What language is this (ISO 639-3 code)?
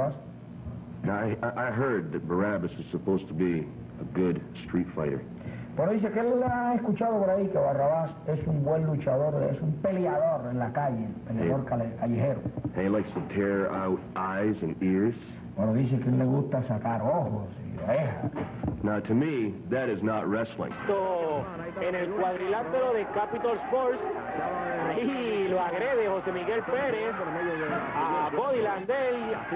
spa